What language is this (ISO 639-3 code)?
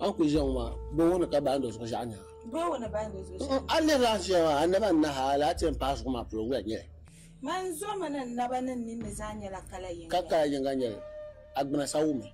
dag